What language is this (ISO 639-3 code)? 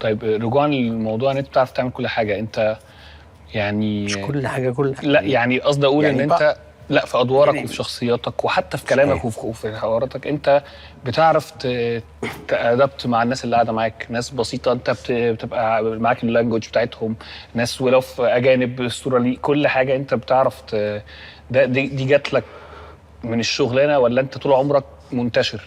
arz